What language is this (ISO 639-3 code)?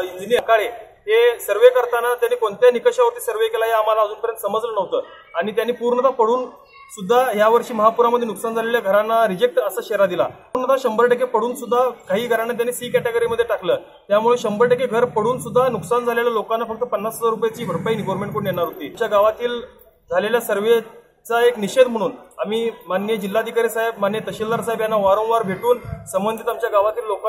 mar